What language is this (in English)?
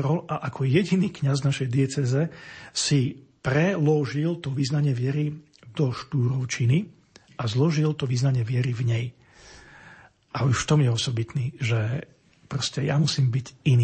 Slovak